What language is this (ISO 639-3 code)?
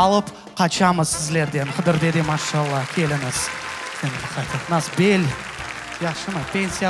crh